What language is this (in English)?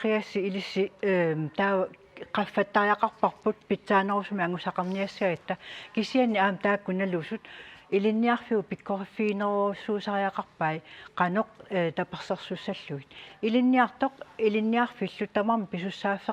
Kalaallisut